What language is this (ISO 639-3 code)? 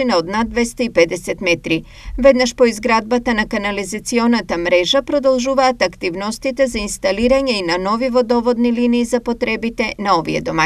mkd